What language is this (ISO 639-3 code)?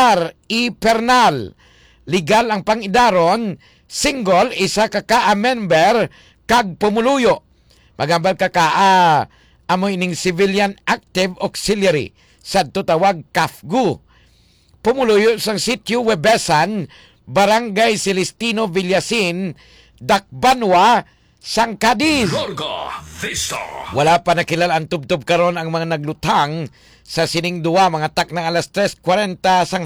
hil